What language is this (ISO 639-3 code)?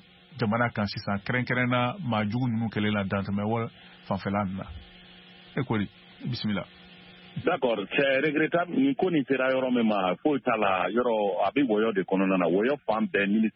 bam